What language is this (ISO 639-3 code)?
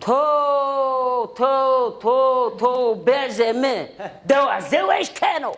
zza